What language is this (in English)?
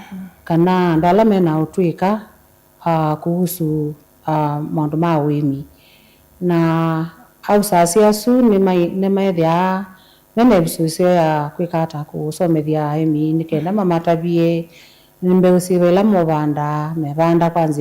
Kamba